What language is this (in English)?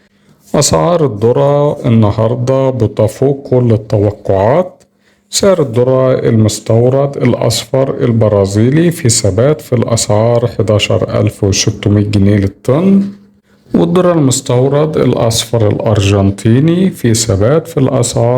Egyptian Arabic